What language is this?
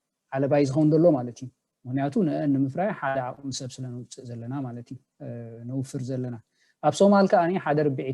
Tigrinya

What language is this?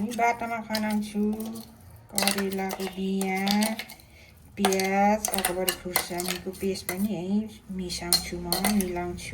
Nepali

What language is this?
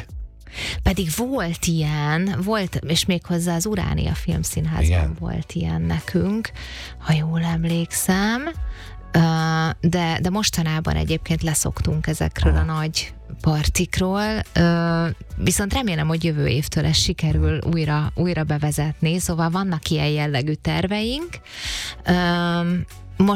Hungarian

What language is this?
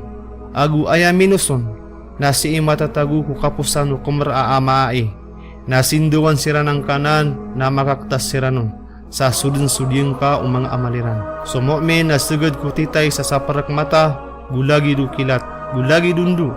Maranao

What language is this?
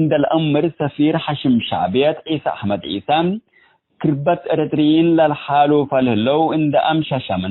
Tigre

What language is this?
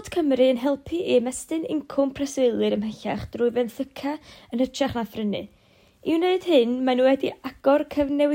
Welsh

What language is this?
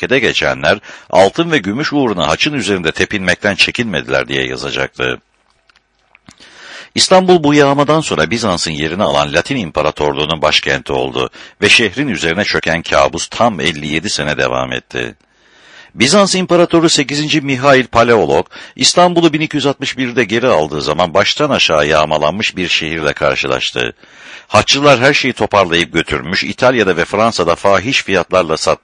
Turkish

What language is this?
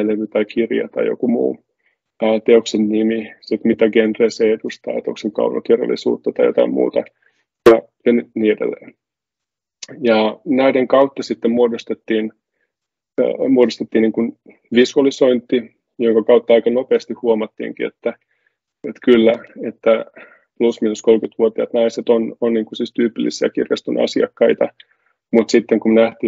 Finnish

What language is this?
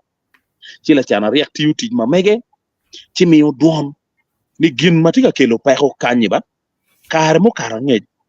Acoli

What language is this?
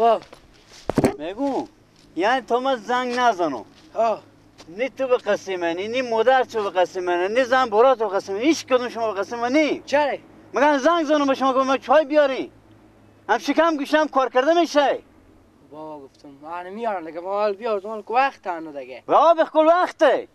Persian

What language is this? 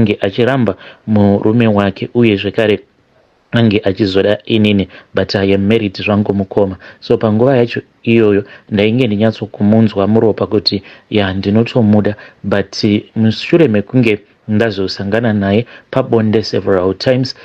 Shona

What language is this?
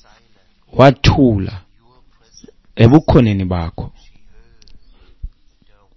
Xhosa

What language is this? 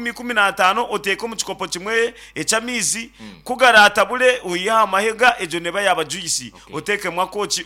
Nyankole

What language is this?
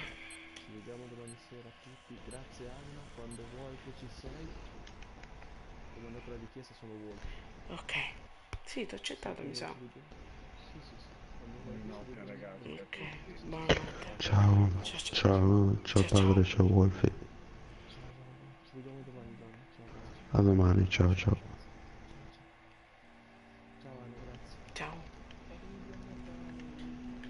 Italian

